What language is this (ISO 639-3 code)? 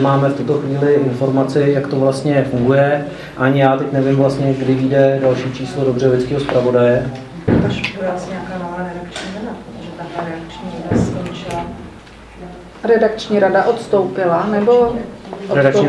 ces